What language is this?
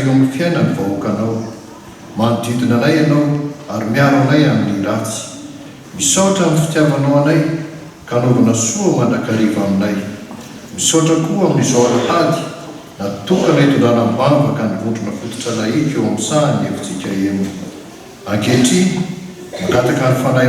Malagasy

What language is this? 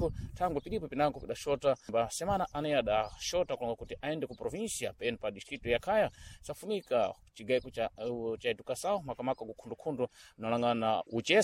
Sena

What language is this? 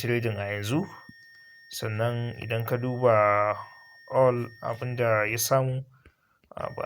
Hausa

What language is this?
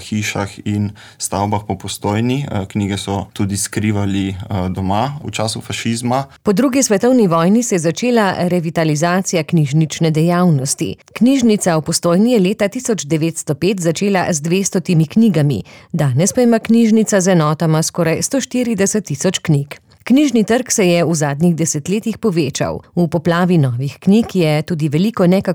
Slovenian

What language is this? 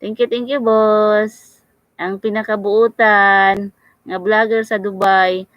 Cebuano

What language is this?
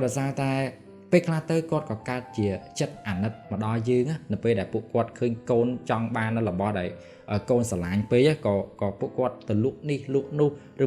Khmer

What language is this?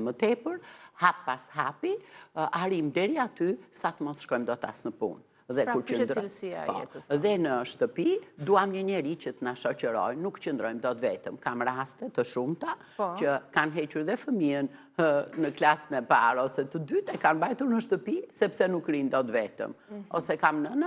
Albanian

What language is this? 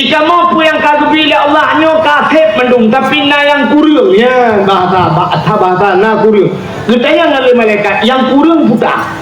Achinese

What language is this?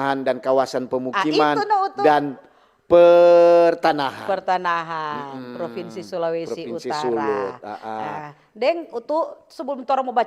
Manado Malay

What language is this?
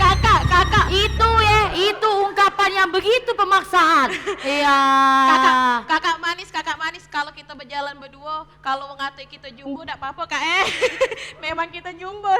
Musi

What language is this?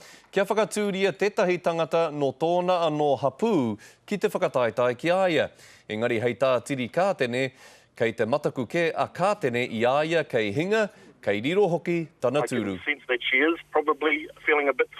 Māori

